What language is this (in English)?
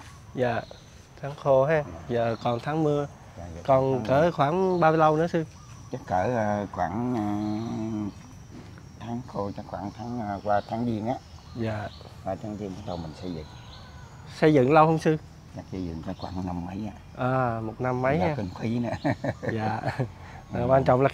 Vietnamese